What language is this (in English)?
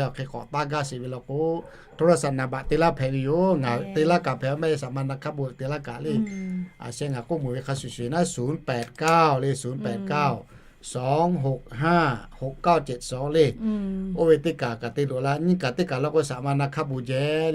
Lahu